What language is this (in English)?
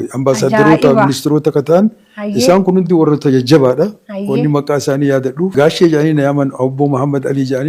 Oromo